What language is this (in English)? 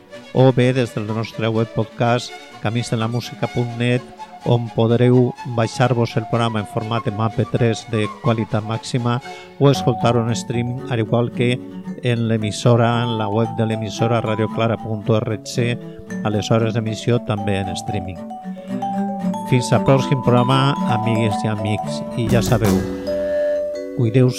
Catalan